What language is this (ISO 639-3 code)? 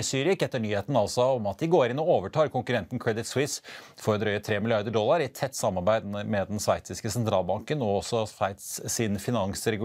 nor